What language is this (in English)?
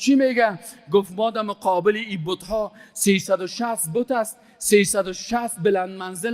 Persian